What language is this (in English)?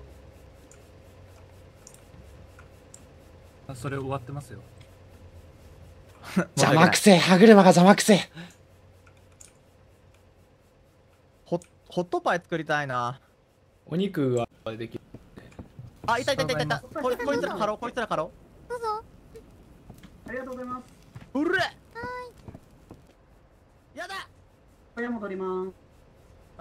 Japanese